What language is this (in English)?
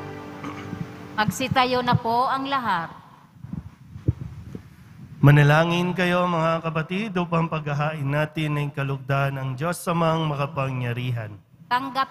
Filipino